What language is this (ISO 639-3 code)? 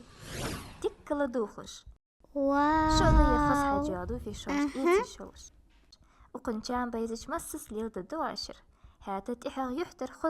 inh